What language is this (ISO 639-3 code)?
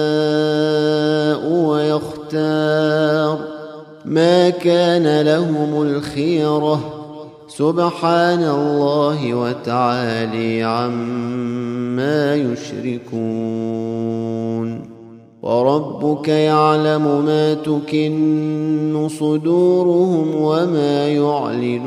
ara